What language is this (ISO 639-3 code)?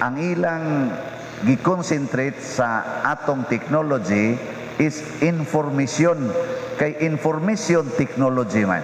ceb